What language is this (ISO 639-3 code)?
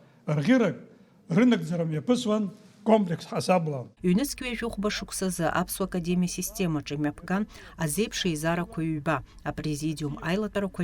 abk